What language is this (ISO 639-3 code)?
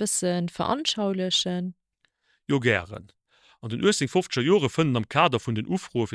ltz